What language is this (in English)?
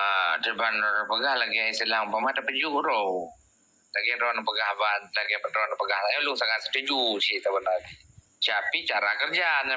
Achinese